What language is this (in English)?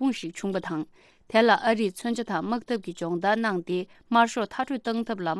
Tibetan